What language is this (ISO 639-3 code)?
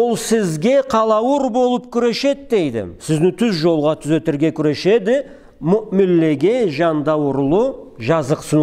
krc